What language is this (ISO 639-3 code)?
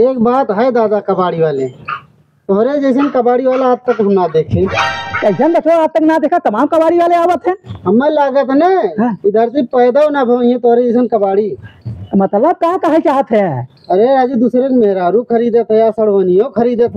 awa